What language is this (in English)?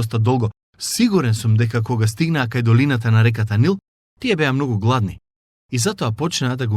Macedonian